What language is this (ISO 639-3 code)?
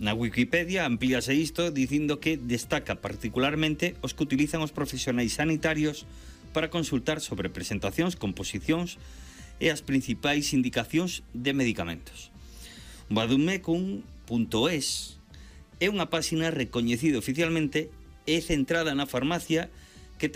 glg